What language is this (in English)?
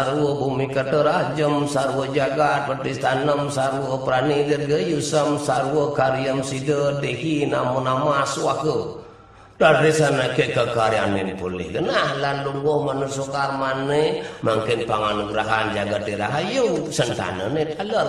Balinese